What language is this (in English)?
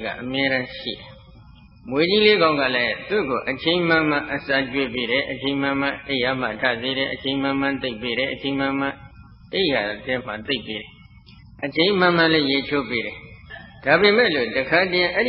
Burmese